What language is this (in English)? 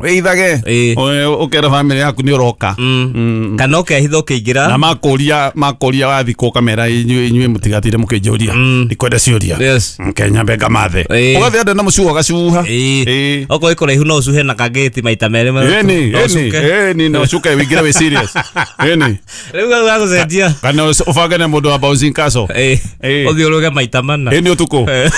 Kikuyu